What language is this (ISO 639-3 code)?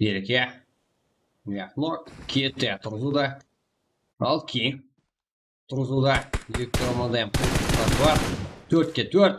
kaa